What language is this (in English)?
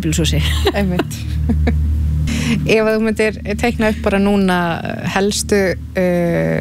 Icelandic